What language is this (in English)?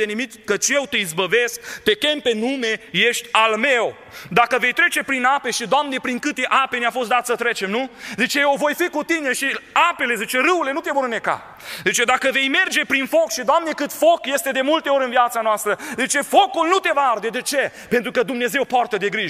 Romanian